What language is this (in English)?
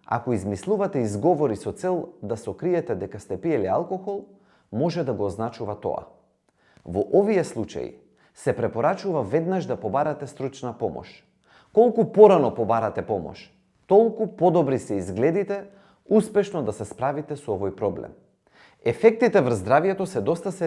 Macedonian